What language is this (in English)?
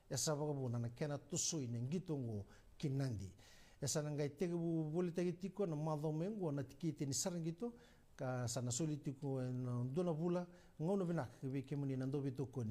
Fijian